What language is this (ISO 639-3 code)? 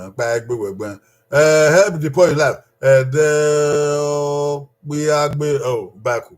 bin